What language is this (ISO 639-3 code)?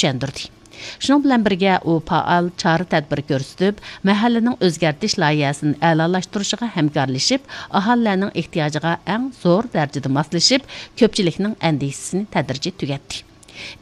uig